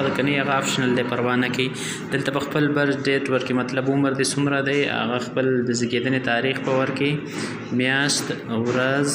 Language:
Pashto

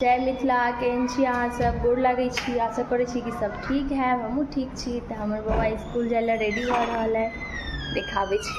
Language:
Maithili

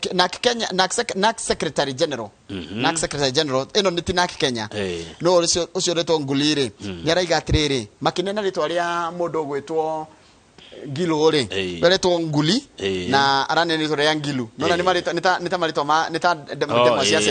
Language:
Kikuyu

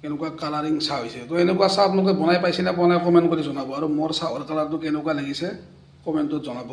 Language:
Assamese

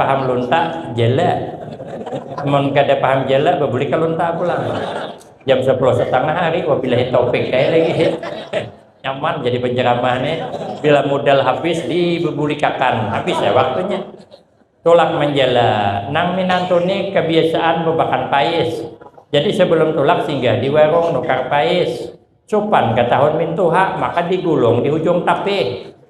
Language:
Banjar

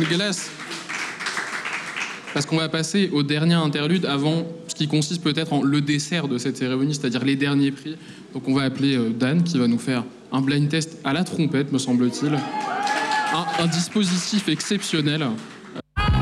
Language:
French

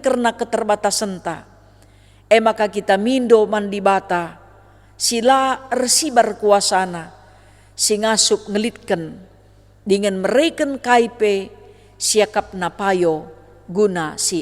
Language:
Batak Karo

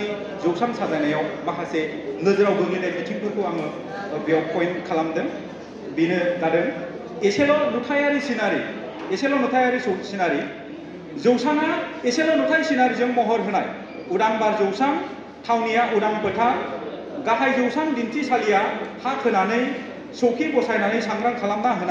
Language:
Bodo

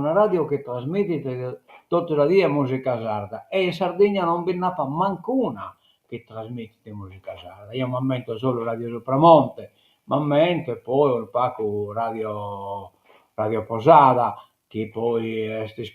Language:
Sardinian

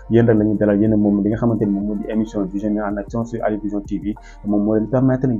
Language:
Wolof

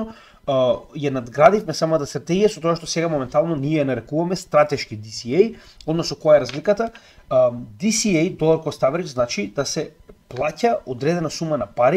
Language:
Macedonian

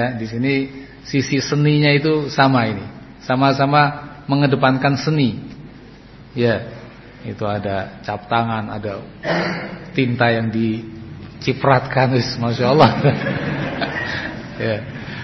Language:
Indonesian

